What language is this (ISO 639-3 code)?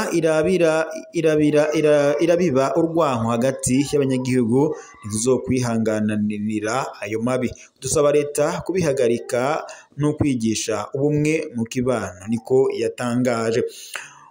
run